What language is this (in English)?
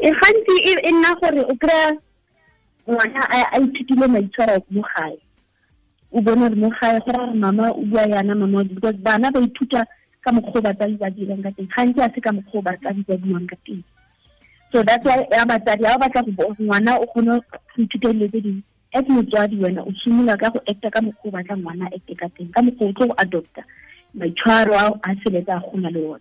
Tswana